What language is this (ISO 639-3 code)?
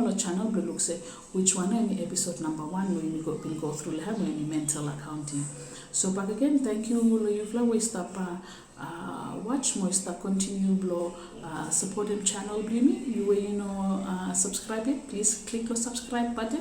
bis